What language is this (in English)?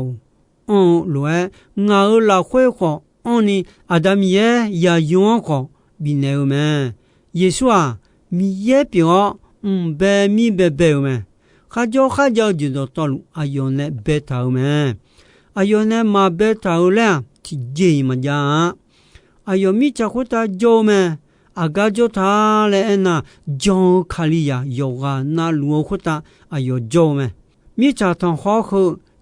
Akha